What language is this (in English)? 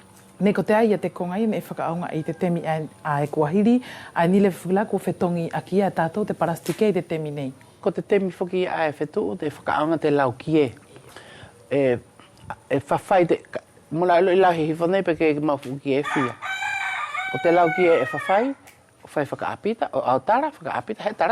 Wallisian